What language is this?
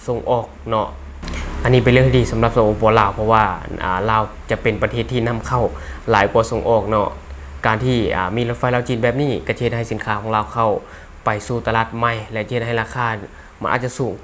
Lao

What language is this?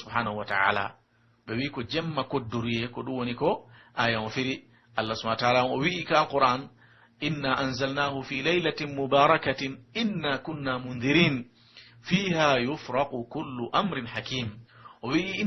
Pular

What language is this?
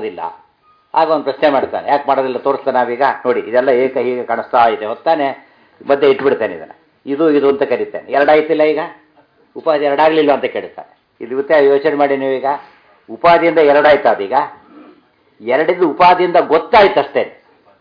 Kannada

